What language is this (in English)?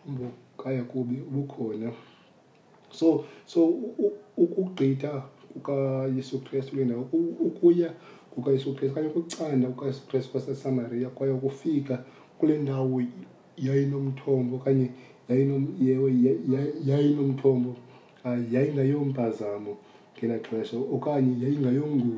Xhosa